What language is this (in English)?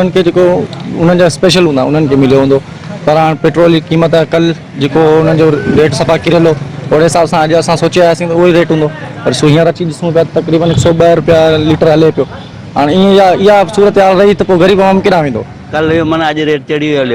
Sindhi